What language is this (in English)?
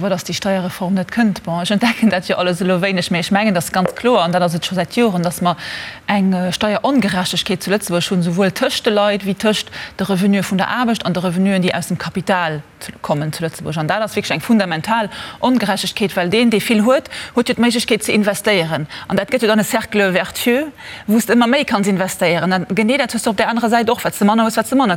Luxembourgish